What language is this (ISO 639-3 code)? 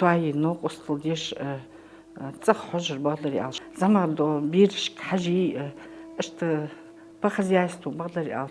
inh